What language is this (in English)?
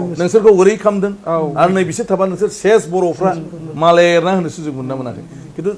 Bodo